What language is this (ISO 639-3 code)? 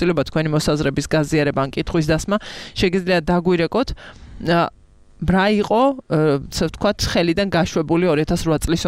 kat